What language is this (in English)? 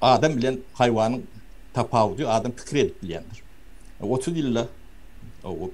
Turkmen